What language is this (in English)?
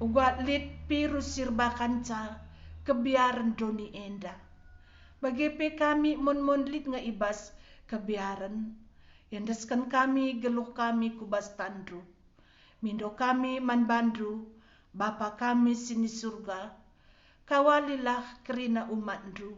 Batak Karo